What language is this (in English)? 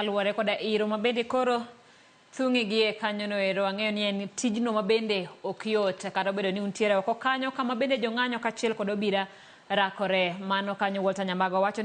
Luo (Kenya and Tanzania)